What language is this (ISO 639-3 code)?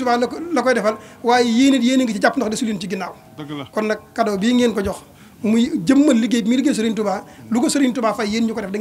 wol